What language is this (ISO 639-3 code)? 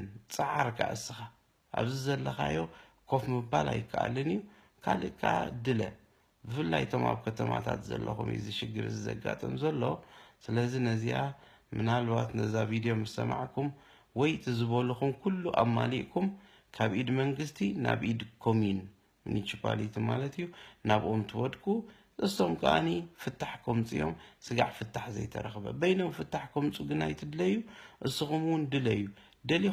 tir